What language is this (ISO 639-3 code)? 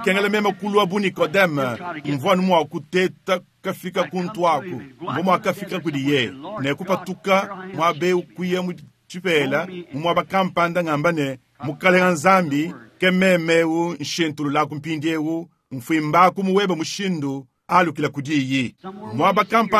lua